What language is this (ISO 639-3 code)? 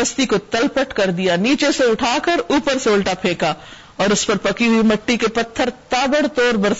urd